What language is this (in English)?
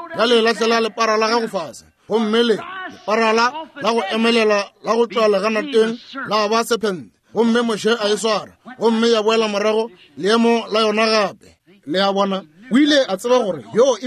Northern Sotho